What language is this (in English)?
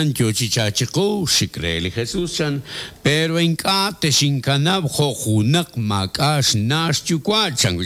Kekchí